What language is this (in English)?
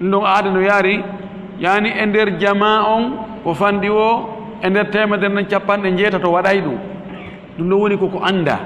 Fula